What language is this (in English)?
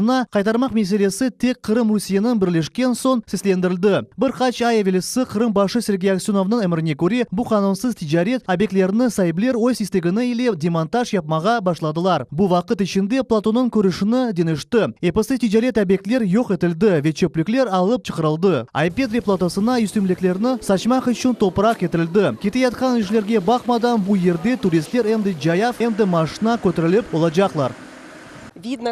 Crimean Tatar